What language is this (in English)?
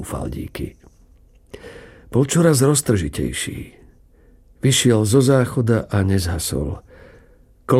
Slovak